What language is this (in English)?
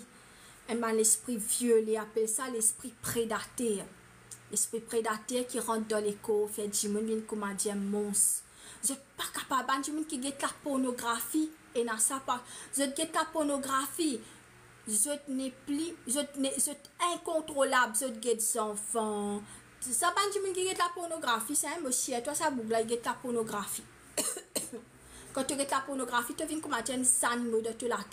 Morisyen